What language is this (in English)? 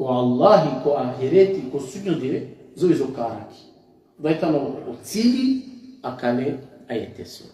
Balkan Romani